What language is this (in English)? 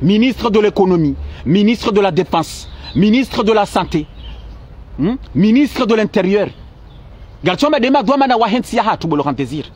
Ngazidja Comorian